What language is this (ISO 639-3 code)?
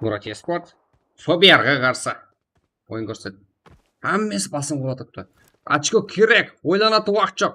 kaa